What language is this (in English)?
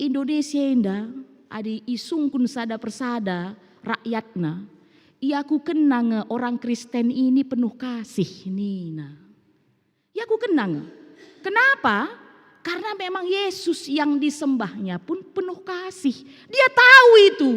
Batak Karo